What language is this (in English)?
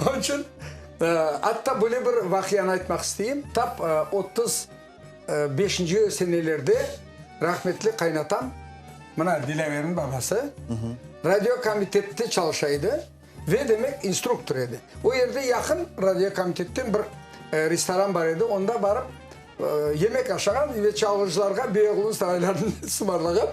Crimean Tatar